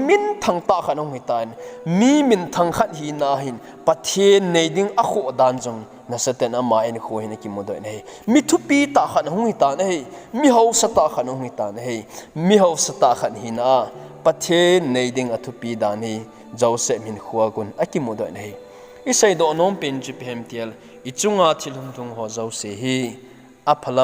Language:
Thado Chin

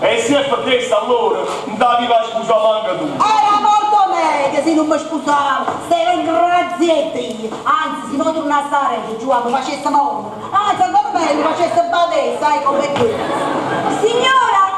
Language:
Neapolitan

